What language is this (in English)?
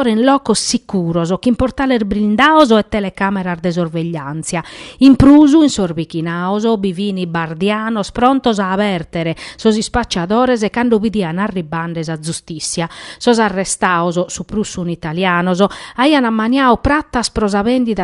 Sardinian